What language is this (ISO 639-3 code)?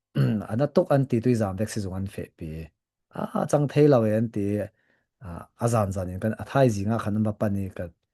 cfm